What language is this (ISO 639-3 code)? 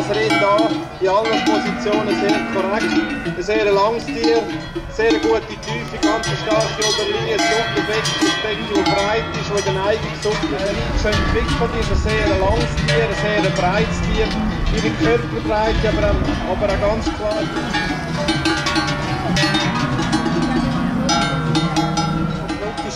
deu